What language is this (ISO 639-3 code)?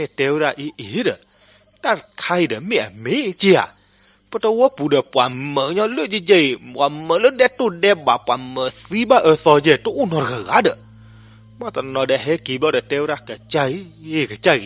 ksw